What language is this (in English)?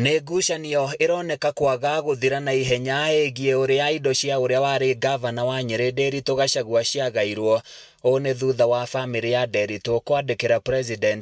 Kikuyu